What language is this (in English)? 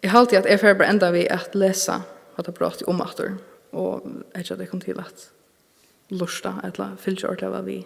Faroese